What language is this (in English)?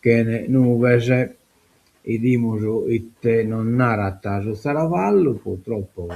Sardinian